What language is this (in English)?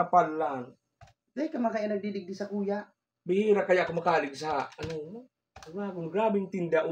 Bikol